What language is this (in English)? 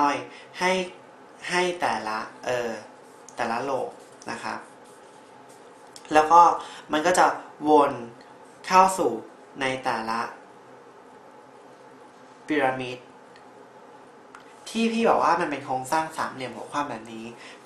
Thai